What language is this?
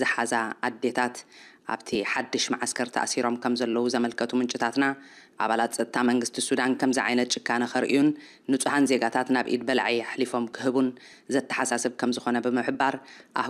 Tigrinya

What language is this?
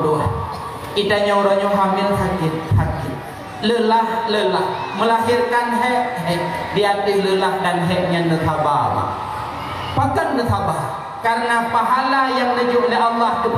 Achinese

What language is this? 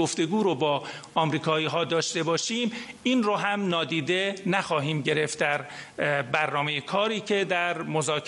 Persian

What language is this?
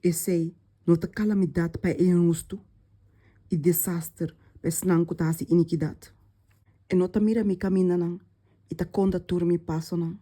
Papiamento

